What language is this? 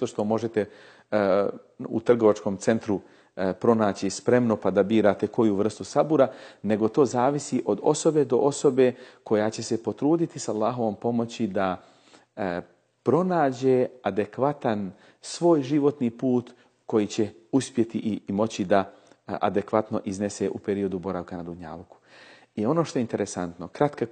Bosnian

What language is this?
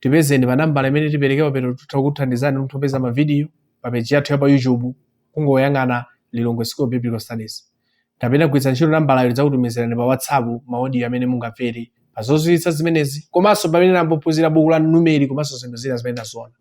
Nyanja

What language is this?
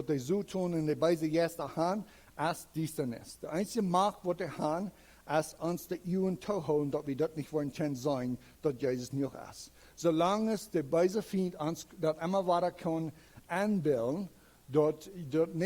Plautdietsch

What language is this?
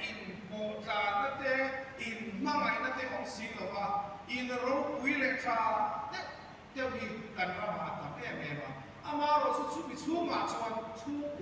Mizo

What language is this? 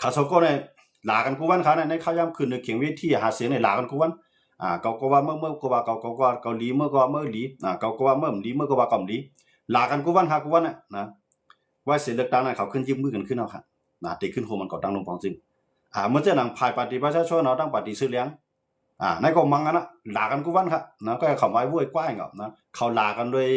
Shan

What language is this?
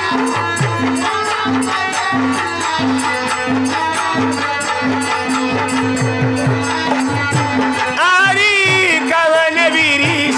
Bhojpuri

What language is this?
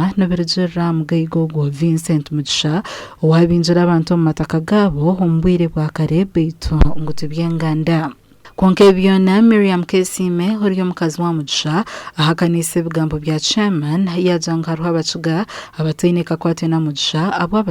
Nyankole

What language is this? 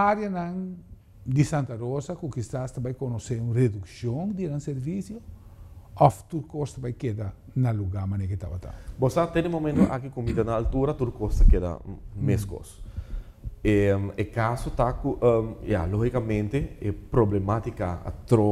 Papiamento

